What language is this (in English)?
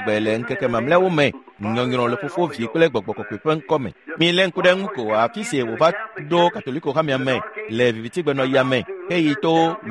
Ewe